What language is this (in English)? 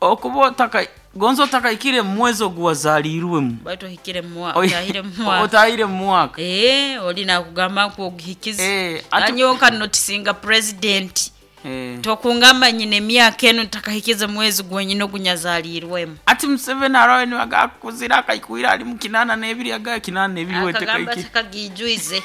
Nyoro